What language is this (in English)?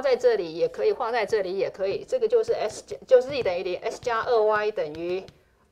Chinese